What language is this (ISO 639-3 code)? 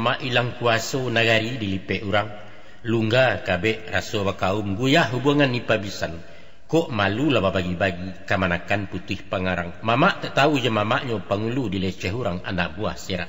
min